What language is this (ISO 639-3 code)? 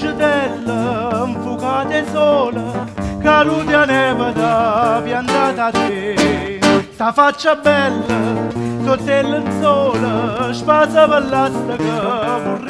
nap